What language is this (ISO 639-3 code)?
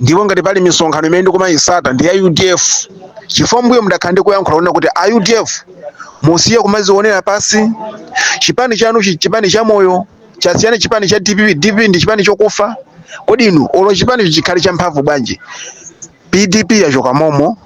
nya